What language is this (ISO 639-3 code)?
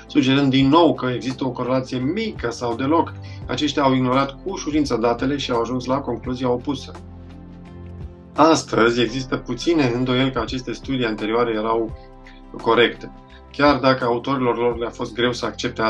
ron